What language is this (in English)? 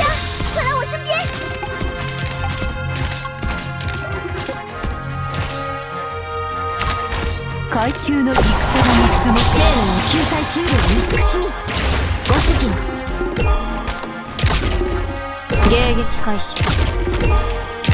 Japanese